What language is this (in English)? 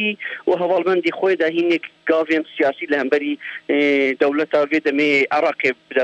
Kurdish